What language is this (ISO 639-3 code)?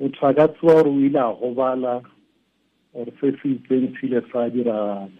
tsn